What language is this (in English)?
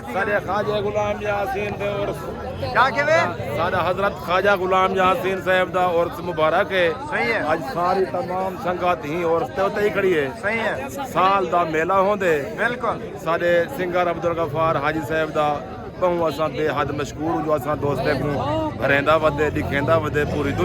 Saraiki